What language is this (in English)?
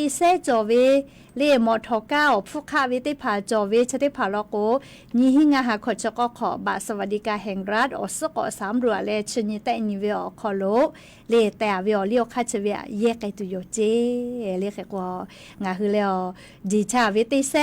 Lahu